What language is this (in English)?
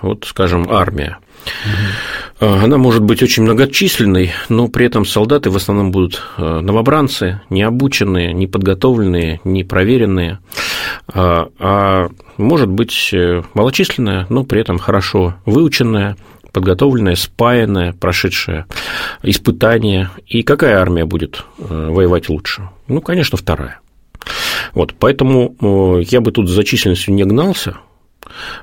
Russian